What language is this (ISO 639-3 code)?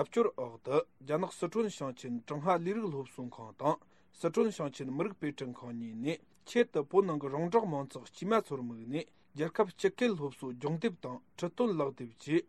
bod